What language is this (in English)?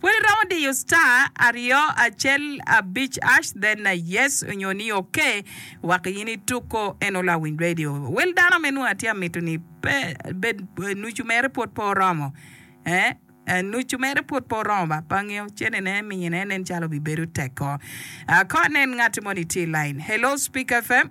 Acoli